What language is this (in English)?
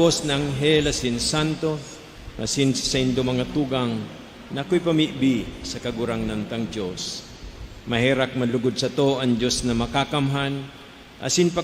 Bikol